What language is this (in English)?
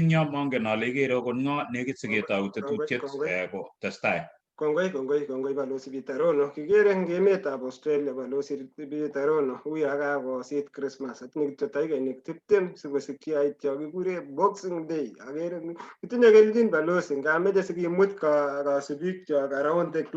Kalenjin